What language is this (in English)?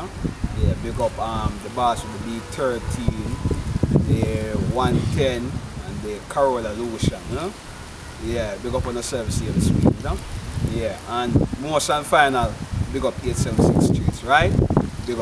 Jamaican Creole English